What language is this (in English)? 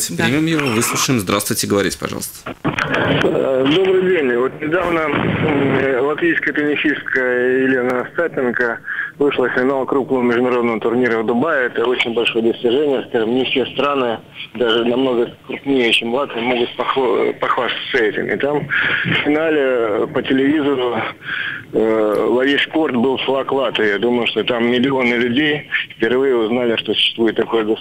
Russian